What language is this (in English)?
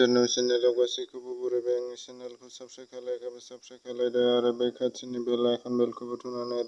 Bodo